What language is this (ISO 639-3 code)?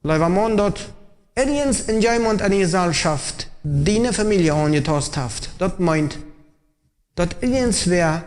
pdt